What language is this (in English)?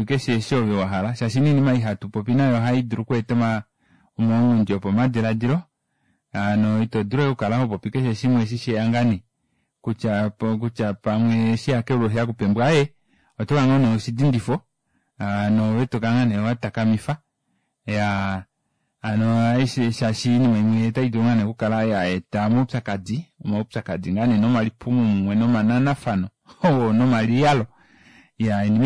Kuanyama